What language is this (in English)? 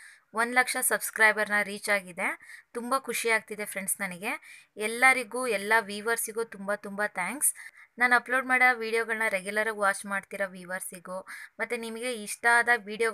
Kannada